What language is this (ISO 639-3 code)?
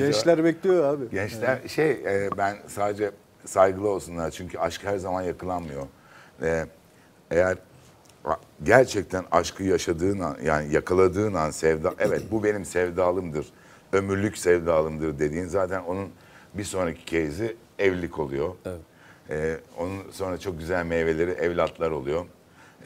tur